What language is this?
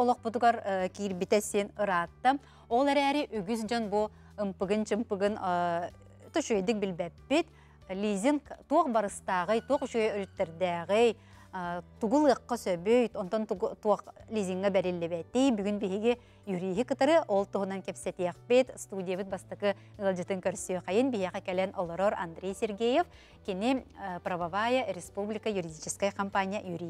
Yakut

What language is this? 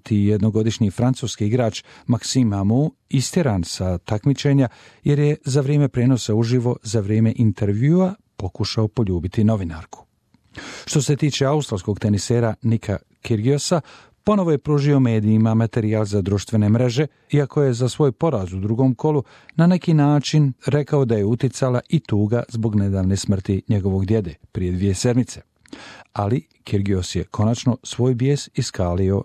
Bosnian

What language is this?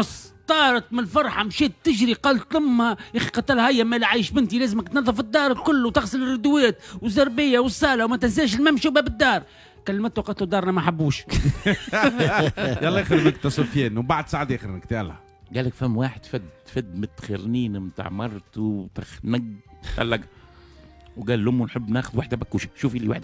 Tunisian Arabic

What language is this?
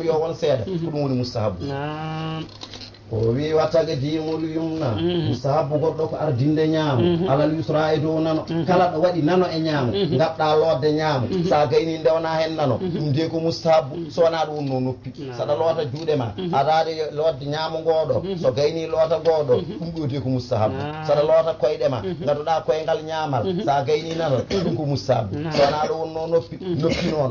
Fula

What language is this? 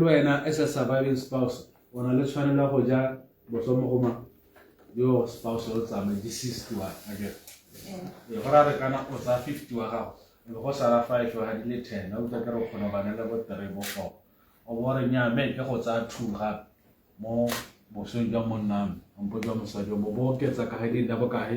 Tswana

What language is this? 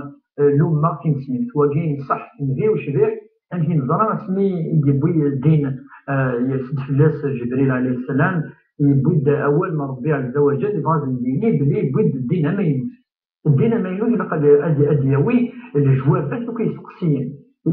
Kabyle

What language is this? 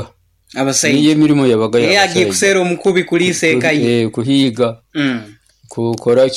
Nyoro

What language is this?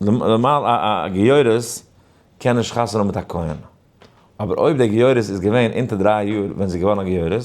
Yiddish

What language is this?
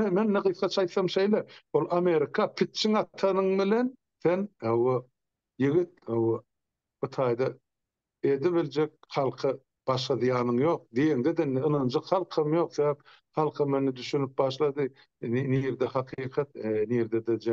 Turkmen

